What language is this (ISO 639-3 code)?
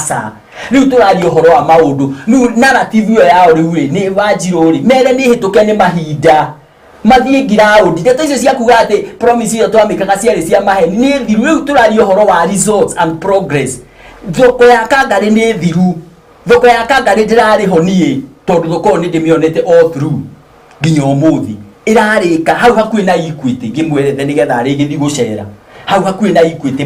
kik